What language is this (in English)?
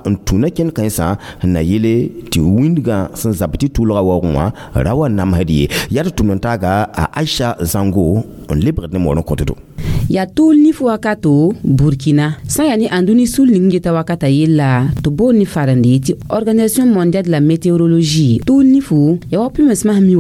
Mossi